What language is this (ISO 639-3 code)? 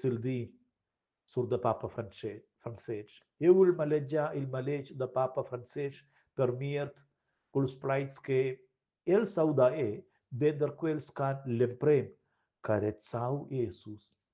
roh